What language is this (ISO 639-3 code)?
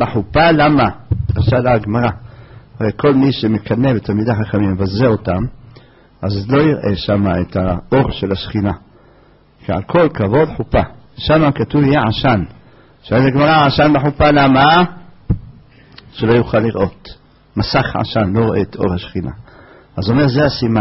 heb